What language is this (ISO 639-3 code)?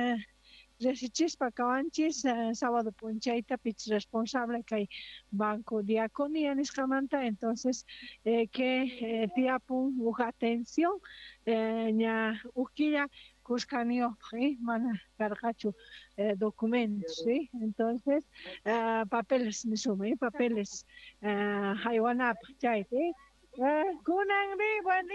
quh